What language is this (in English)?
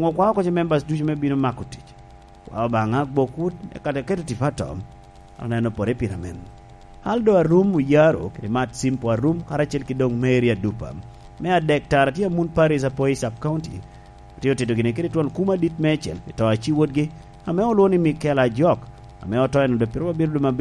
Lango (Uganda)